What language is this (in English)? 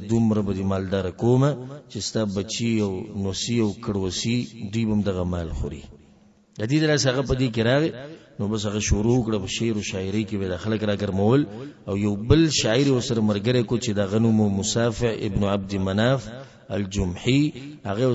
Pashto